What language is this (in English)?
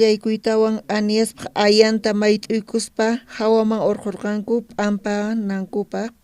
South Bolivian Quechua